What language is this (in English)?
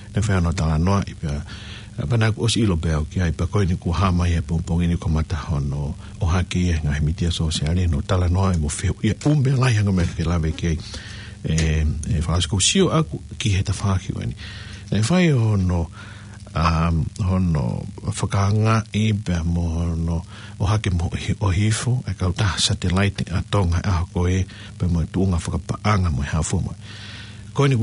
Tongan